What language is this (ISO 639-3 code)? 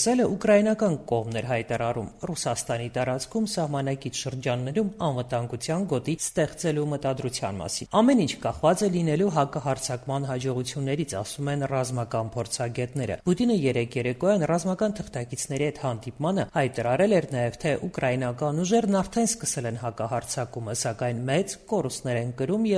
hye